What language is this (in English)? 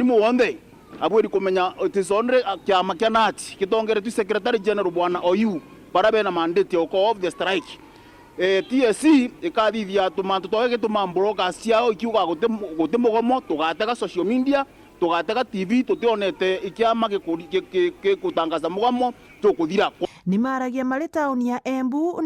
Meru